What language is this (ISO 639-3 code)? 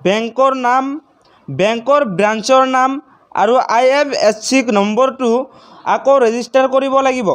asm